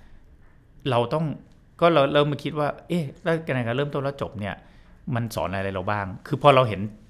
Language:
Thai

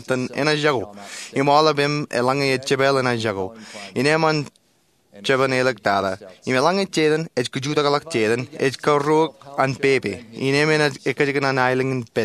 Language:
Marshallese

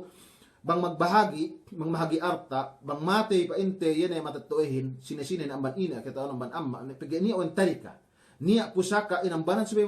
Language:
Yakan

